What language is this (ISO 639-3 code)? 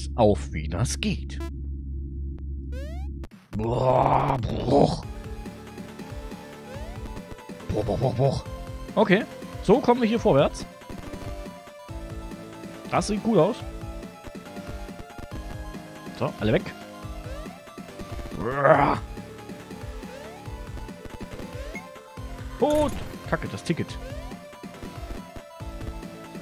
deu